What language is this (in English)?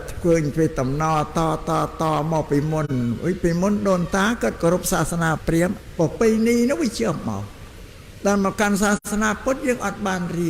Khmer